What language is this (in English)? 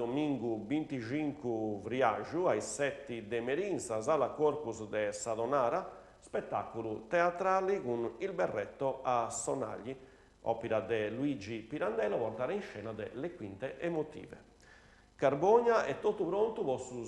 Sardinian